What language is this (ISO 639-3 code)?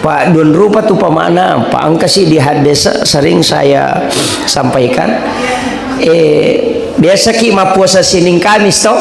bug